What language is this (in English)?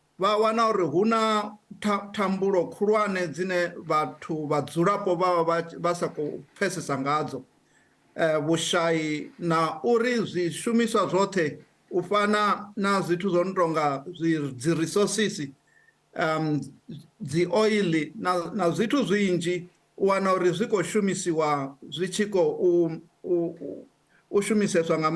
Venda